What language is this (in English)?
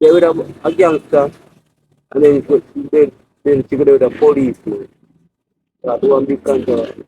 Jamaican Creole English